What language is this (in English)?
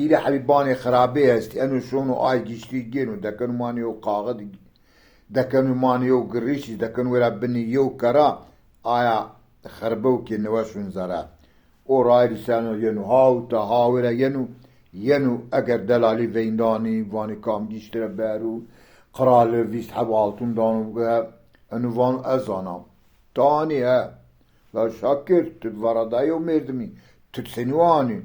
Zaza